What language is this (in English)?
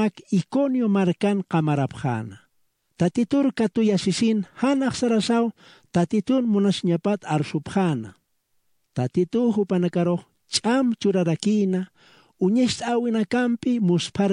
Aymara